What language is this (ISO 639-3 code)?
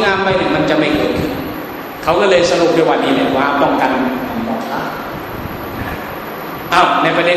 tha